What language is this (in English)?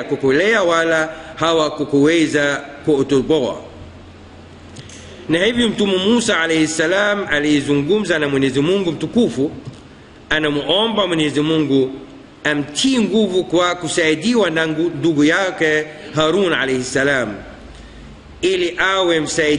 Swahili